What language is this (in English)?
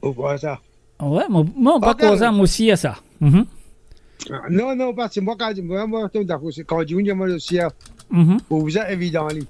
Morisyen